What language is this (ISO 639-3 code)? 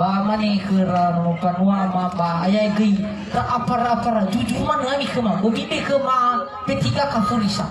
nia